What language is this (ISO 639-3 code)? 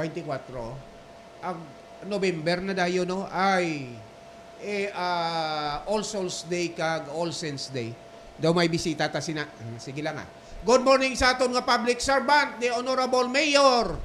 hil